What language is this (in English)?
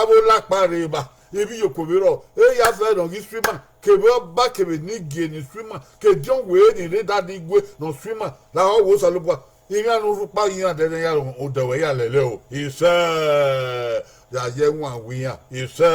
Bini